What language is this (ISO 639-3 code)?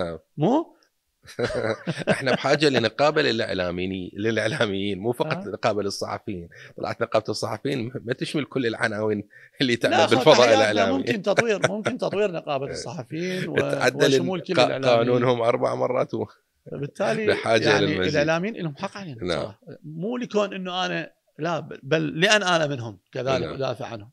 acm